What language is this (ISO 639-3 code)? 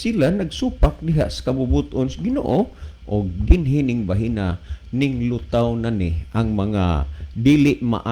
ceb